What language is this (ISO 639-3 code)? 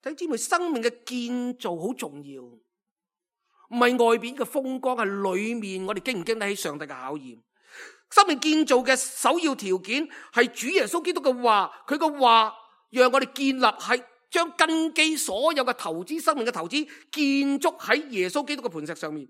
yue